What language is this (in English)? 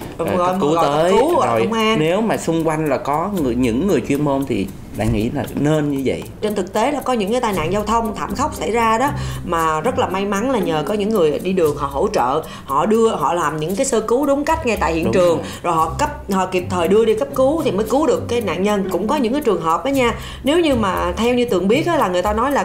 Vietnamese